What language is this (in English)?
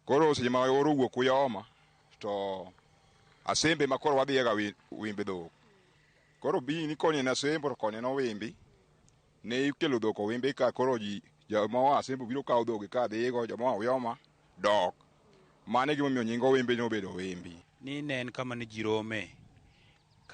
Luo (Kenya and Tanzania)